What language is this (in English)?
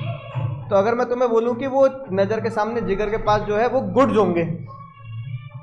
Hindi